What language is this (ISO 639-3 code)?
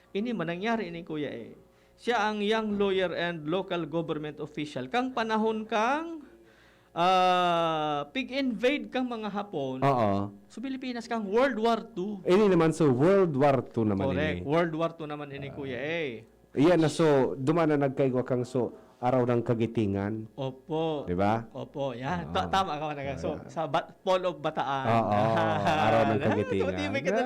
bik